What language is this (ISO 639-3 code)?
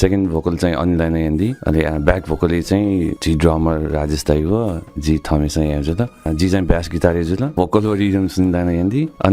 new